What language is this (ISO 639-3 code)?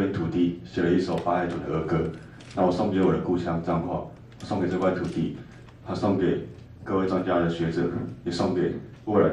nan